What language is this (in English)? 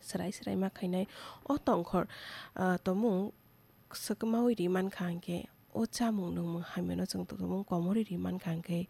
Kok Borok